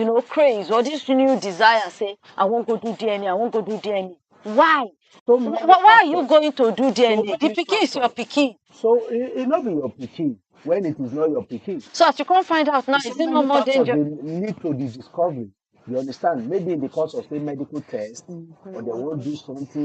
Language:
Nigerian Pidgin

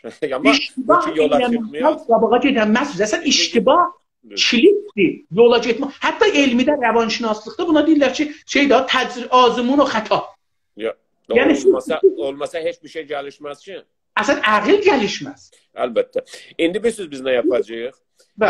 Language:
South Azerbaijani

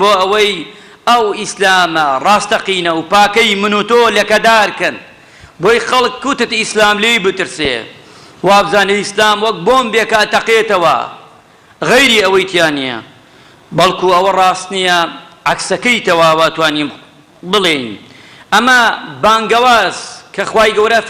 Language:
Central Kurdish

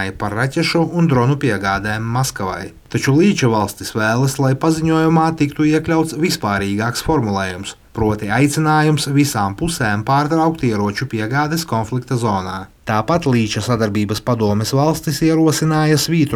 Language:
Latvian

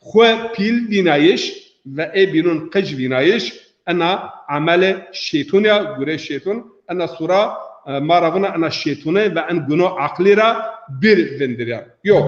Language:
Zaza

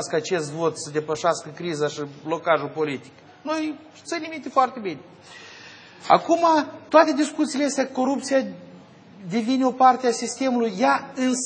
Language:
Romanian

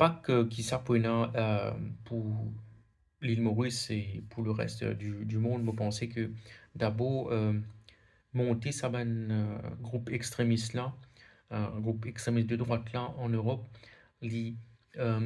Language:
Morisyen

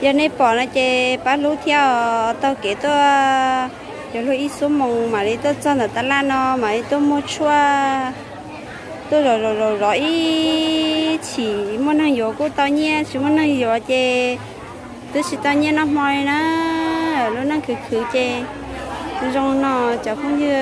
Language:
Hmong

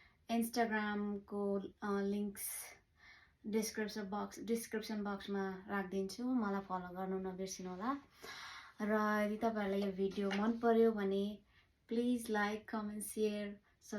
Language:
Nepali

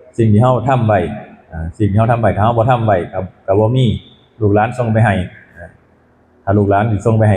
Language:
Northeastern Thai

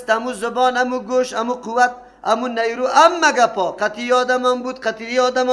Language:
Persian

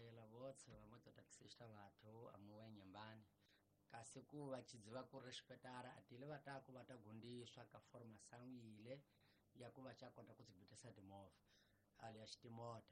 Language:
Tsonga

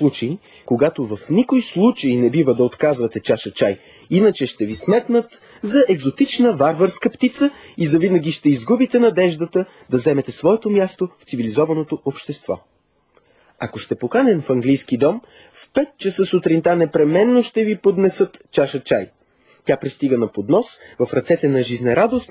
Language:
Bulgarian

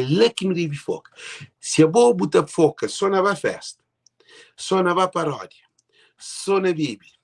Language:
Kabuverdianu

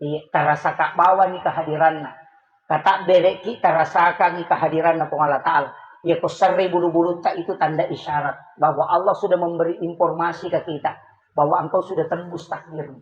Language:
Buginese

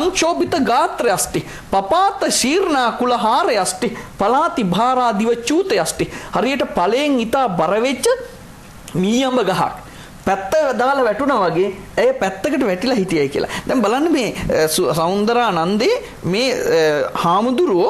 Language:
Sinhala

